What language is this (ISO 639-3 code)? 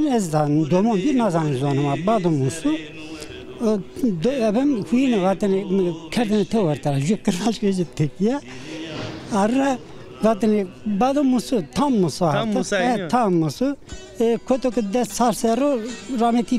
zza